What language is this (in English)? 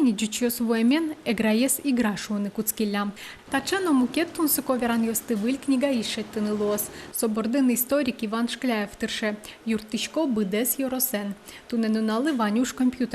Udmurt